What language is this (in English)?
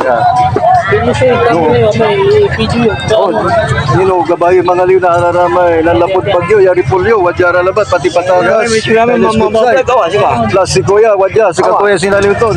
Pangasinan